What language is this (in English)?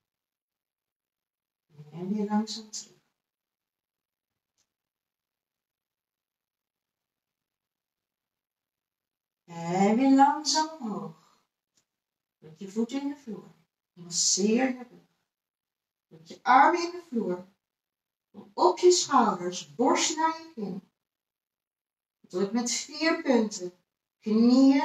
Dutch